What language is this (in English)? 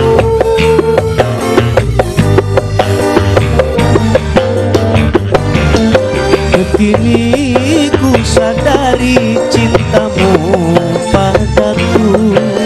Indonesian